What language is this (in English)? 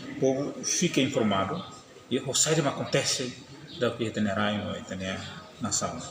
Tetum